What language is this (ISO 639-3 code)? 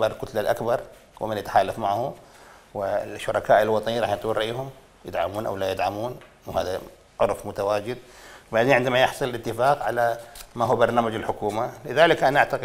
acm